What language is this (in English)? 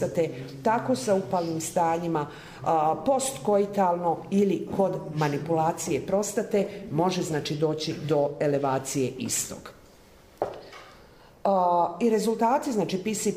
Croatian